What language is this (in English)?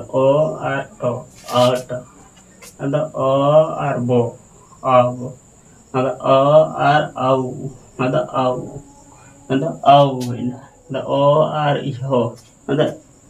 Santali